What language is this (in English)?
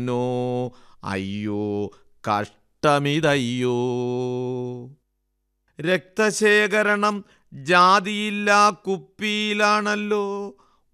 Malayalam